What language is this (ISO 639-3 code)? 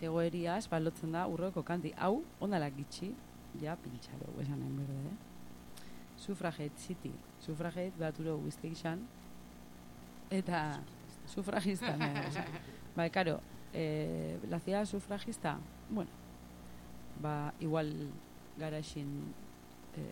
eus